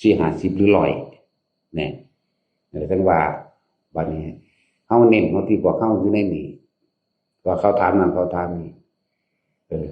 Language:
Northeastern Thai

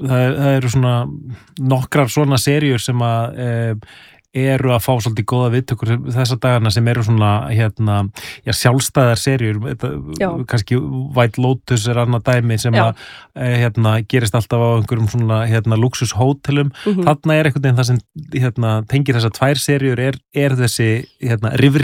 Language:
Icelandic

